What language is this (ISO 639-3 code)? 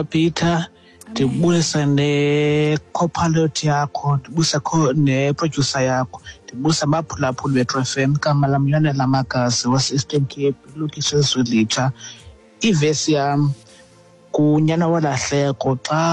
xho